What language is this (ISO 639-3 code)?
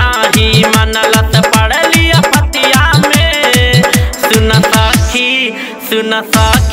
bho